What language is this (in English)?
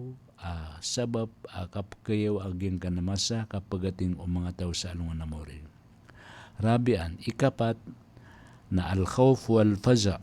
Maranao